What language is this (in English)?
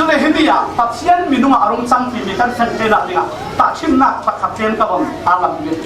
Falam Chin